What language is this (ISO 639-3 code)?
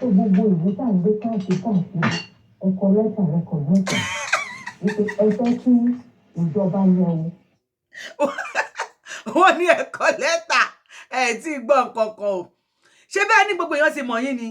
yor